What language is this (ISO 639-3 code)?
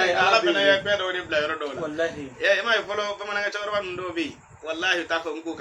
bam